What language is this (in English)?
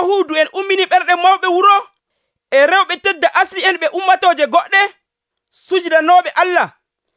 Nigerian Fulfulde